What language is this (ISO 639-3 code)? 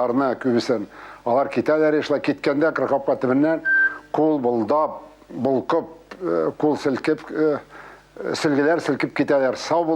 tat